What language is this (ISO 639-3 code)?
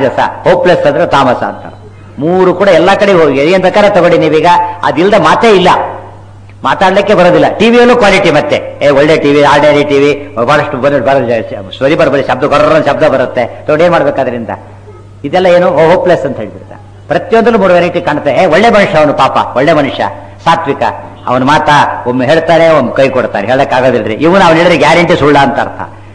kan